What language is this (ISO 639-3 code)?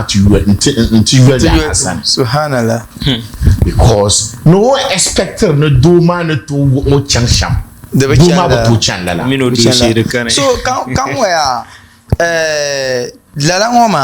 dag